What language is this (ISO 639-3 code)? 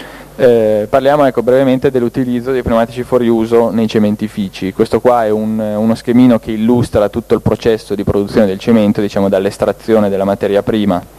ita